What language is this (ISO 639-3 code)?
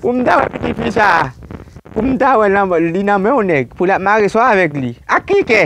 hat